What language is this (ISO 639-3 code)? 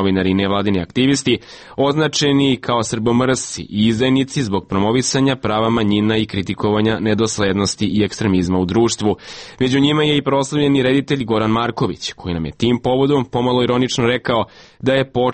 srp